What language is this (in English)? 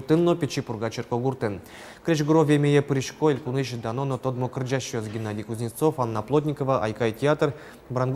Udmurt